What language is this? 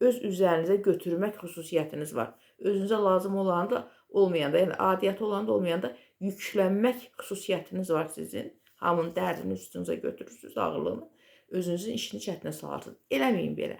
Azerbaijani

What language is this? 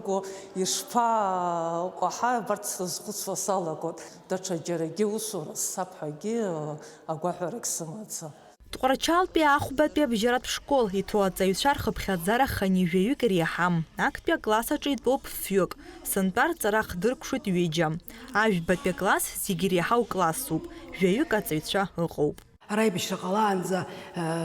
Abkhazian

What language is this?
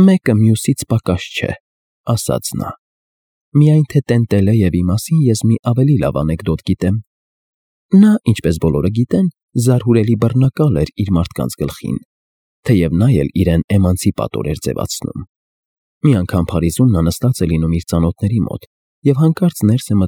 Armenian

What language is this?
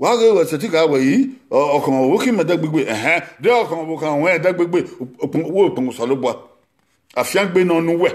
Bini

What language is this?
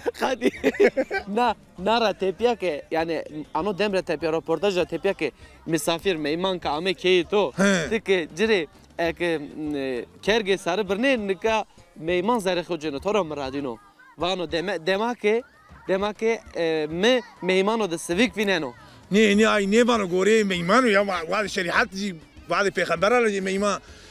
Zaza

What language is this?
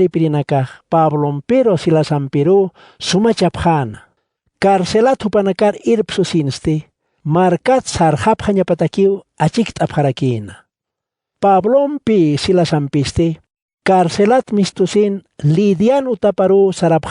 Aymara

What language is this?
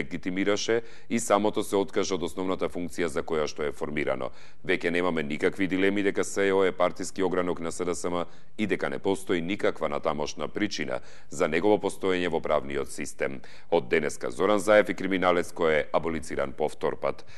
Macedonian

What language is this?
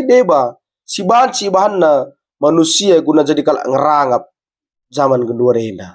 Batak Karo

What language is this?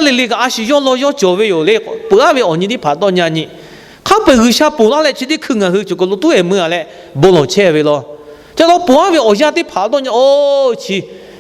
Lahu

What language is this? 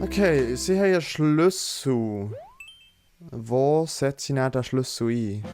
Swiss German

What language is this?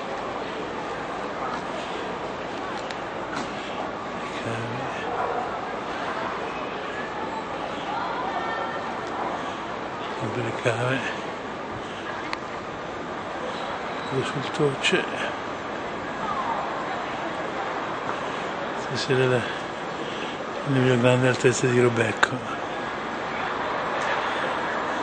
Italian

